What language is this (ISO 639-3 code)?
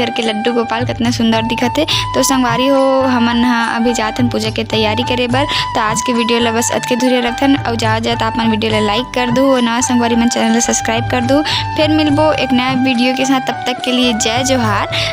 hne